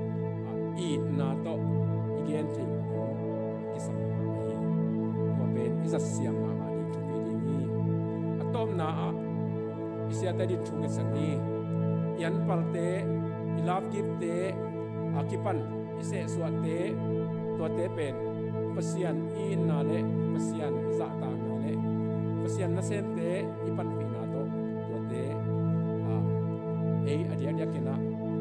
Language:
Tedim Chin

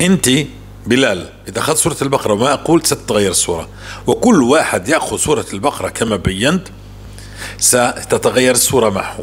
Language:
North Levantine Arabic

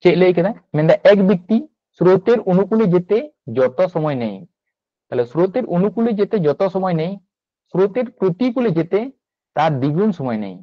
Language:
Santali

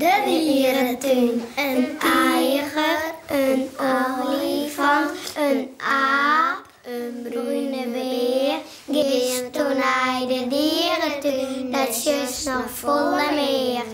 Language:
Western Frisian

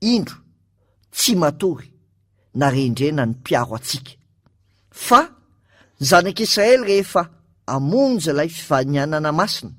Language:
Malagasy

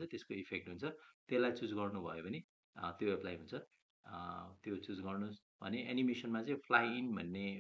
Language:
Nepali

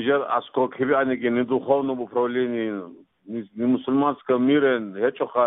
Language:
Avaric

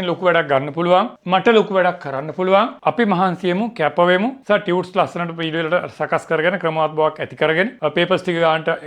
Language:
Sinhala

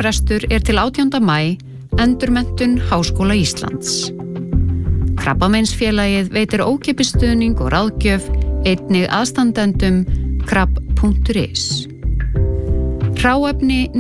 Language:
Icelandic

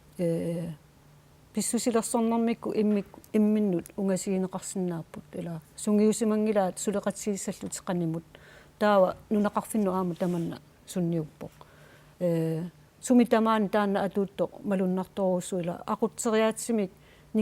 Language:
Kalaallisut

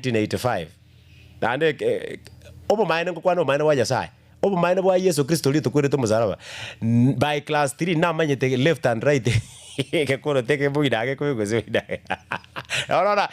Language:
Gusii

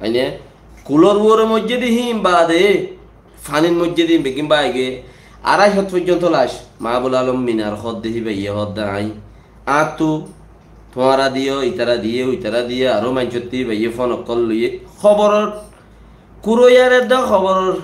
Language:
Rohingya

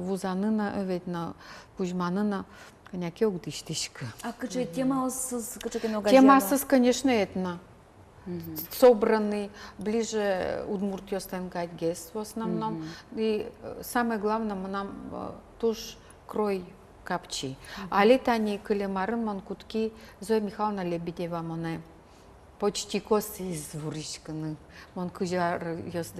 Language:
Udmurt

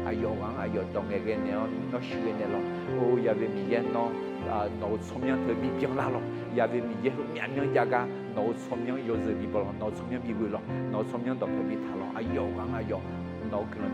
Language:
Akha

